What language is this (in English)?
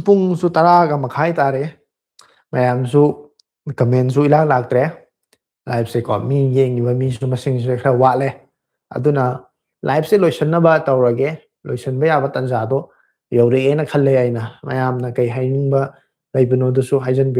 Manipuri